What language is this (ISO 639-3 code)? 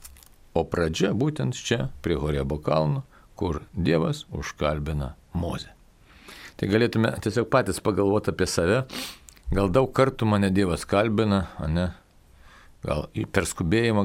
lit